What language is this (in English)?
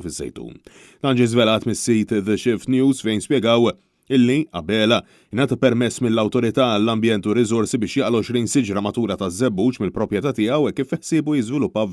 Maltese